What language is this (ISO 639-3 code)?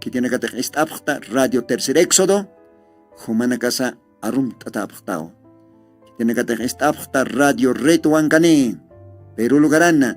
aym